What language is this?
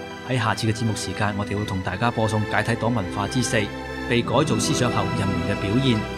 Cantonese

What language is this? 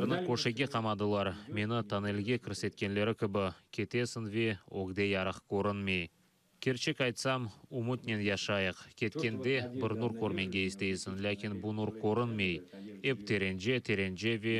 Crimean Tatar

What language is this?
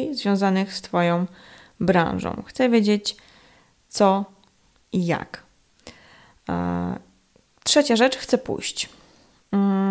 Polish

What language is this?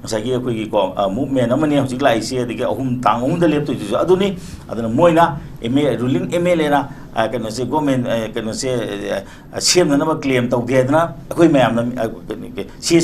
Manipuri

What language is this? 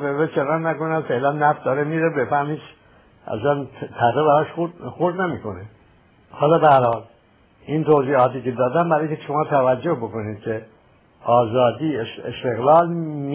Persian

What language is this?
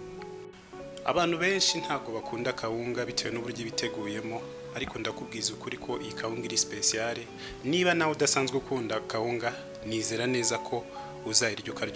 Kinyarwanda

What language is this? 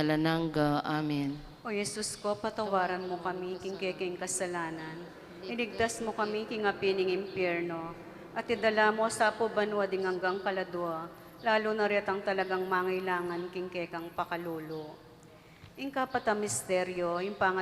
Pampanga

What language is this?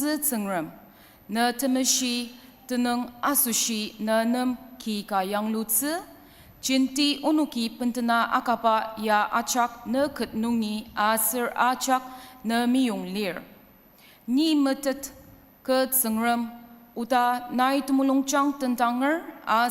Ao Naga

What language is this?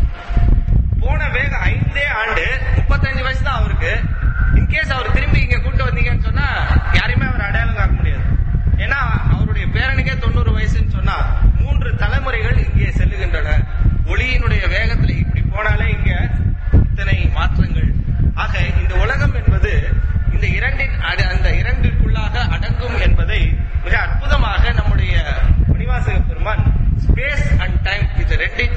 Tamil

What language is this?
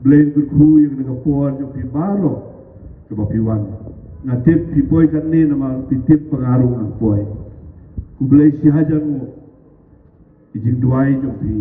Khasi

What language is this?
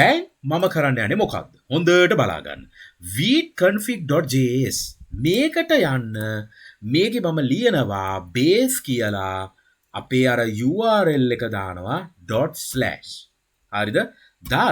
Sinhala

